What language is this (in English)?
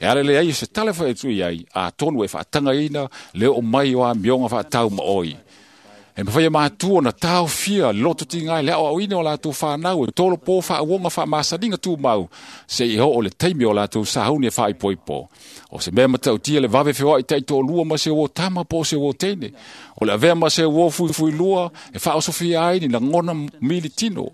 Samoan